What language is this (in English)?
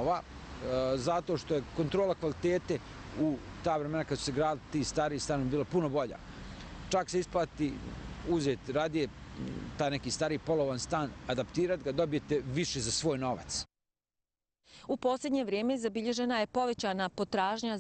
Bosnian